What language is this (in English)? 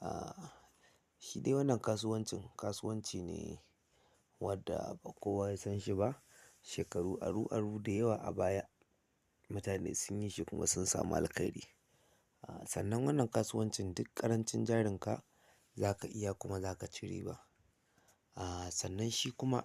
Hausa